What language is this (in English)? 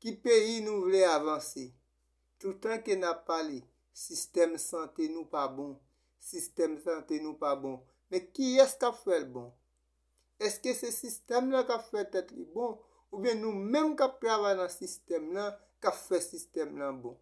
Haitian Creole